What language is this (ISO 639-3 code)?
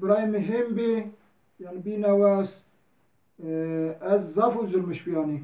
zza